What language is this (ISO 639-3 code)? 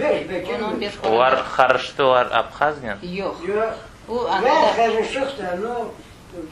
crh